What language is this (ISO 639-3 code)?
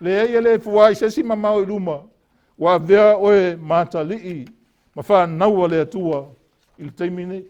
smo